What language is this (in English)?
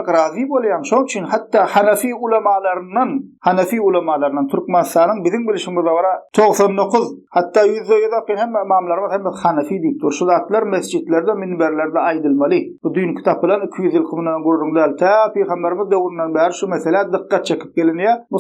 Turkmen